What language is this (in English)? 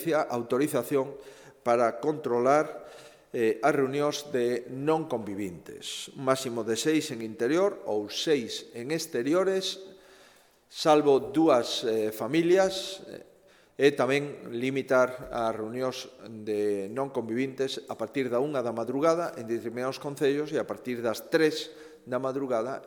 Galician